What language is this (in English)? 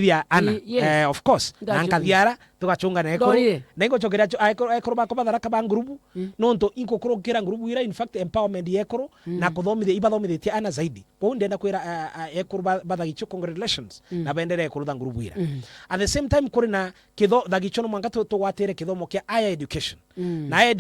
Meru